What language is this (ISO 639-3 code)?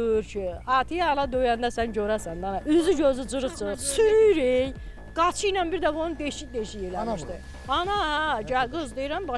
aze